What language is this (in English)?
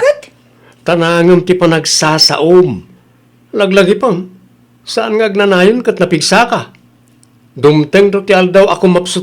Iloko